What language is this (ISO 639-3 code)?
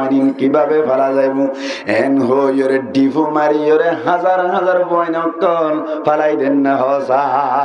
rhg